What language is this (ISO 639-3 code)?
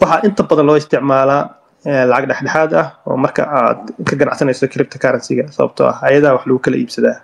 som